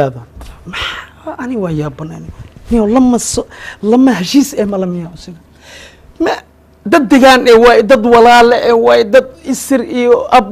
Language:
Somali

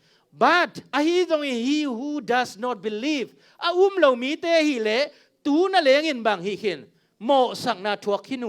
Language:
Tedim Chin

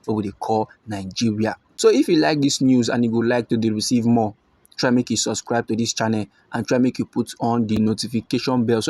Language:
Nigerian Pidgin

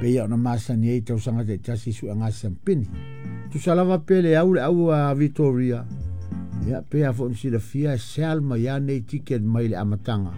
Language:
Samoan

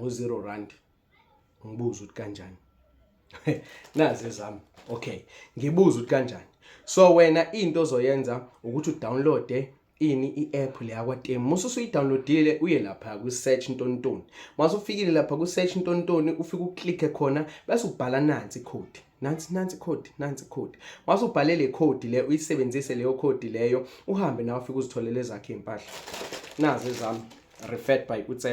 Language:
Zulu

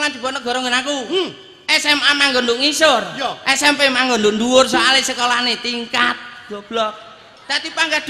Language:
Javanese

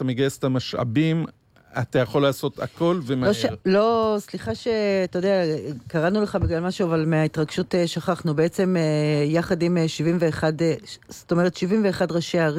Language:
Hebrew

